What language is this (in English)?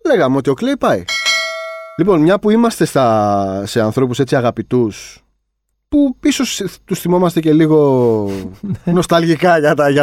Greek